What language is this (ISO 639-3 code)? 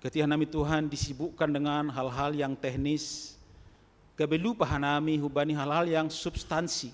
bts